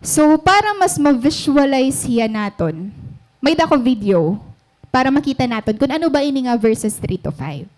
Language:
Waray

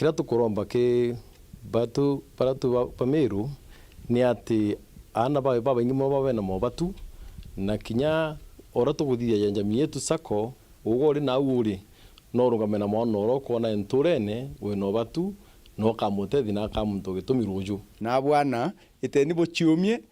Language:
Meru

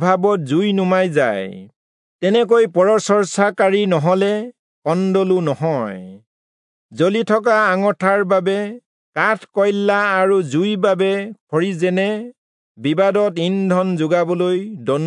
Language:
Assamese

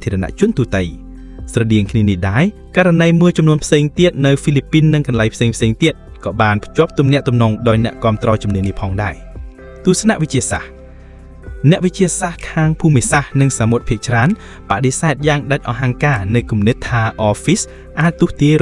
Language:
Khmer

